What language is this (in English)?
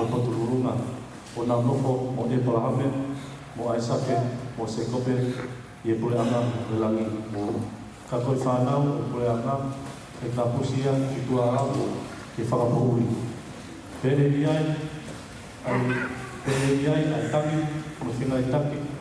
Tongan